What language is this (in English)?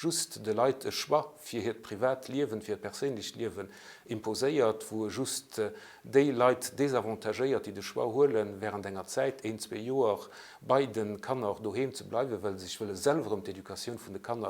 Luxembourgish